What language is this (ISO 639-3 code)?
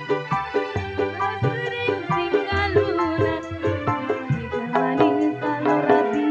bew